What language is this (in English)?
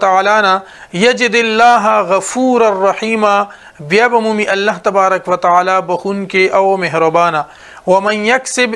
Pashto